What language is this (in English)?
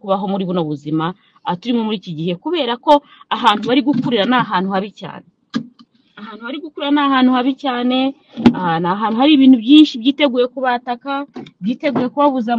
Kinyarwanda